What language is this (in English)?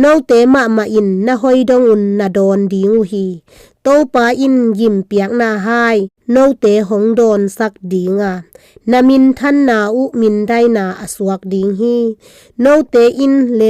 Tedim Chin